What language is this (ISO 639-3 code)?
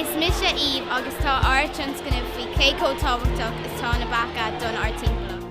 gle